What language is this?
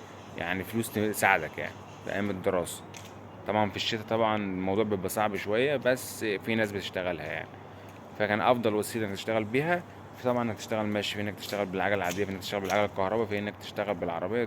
Egyptian Arabic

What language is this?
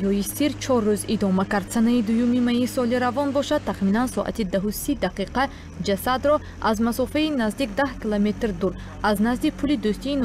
Tajik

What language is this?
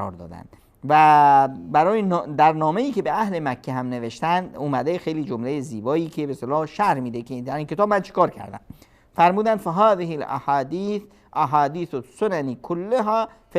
Persian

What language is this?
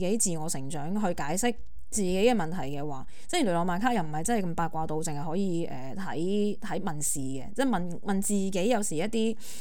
Cantonese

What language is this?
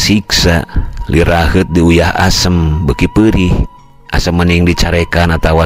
Sundanese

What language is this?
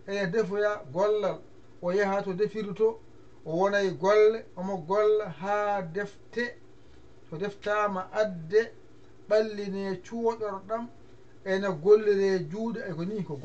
Fula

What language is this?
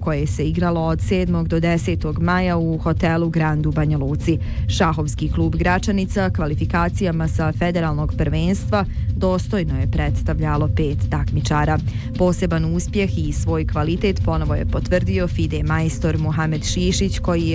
Bosnian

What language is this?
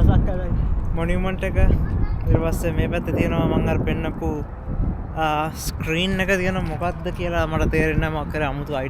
Sinhala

